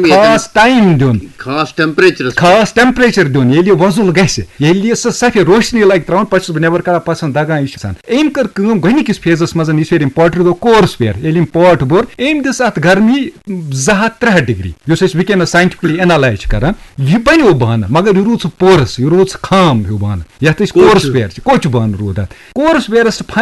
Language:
Kashmiri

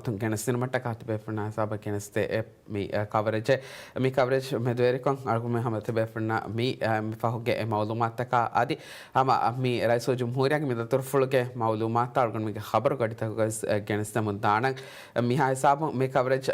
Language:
Divehi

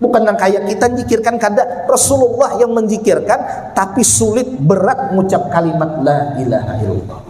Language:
Banjar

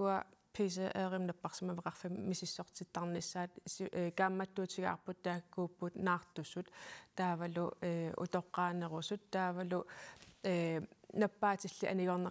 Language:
Kalaallisut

